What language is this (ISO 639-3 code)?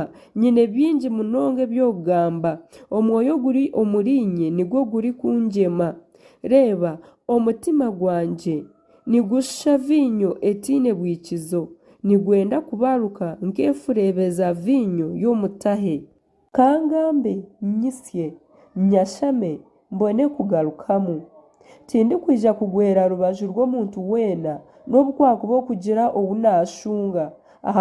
nyn